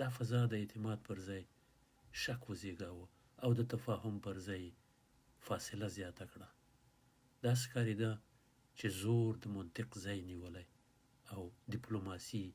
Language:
Pashto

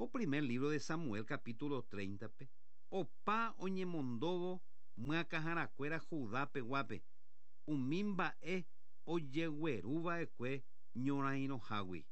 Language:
Guarani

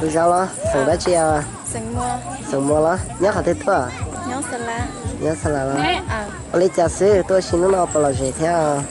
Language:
Hmong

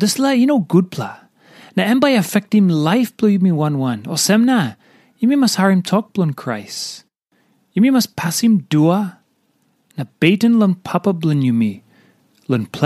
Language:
Tok Pisin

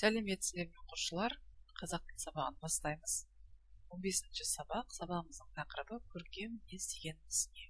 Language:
Kazakh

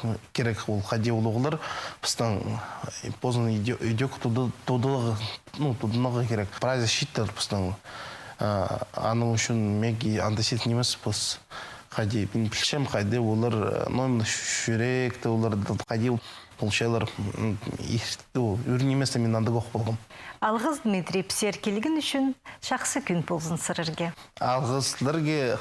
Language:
Khakas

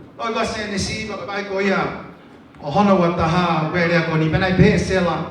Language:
Tongan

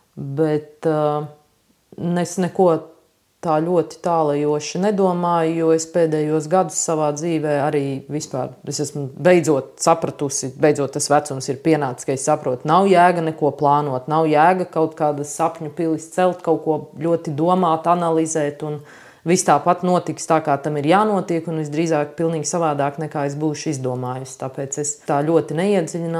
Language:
Latvian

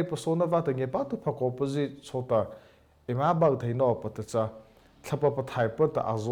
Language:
Mara Chin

